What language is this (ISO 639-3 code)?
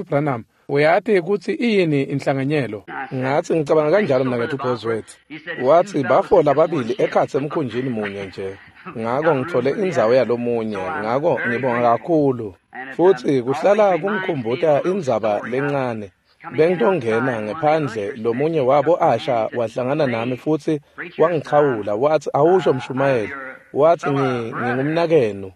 ssw